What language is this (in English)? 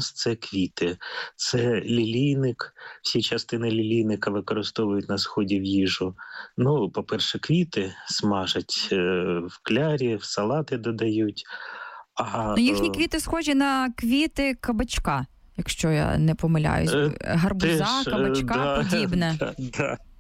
Ukrainian